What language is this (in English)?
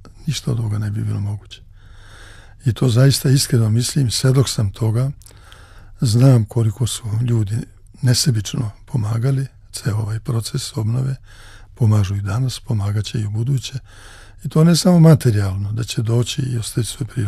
Serbian